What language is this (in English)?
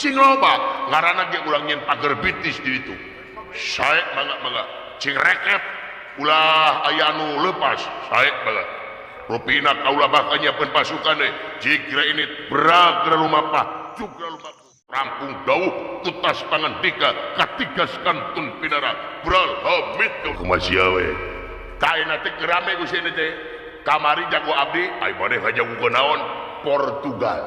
Sundanese